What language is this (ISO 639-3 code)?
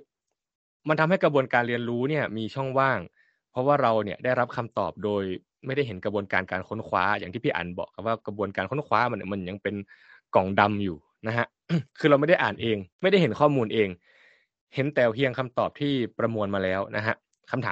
tha